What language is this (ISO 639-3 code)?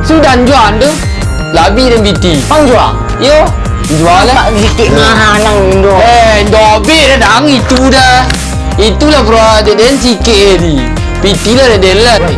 min